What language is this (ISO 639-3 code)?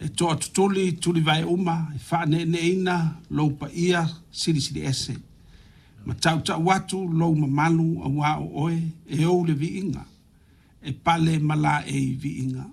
smo